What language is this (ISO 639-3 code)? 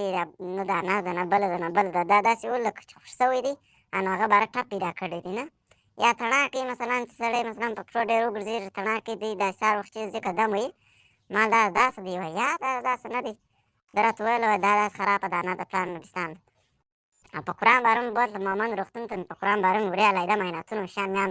pus